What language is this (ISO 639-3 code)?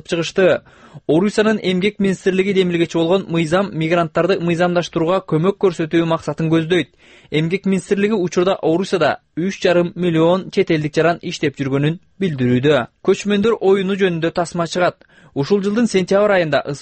kir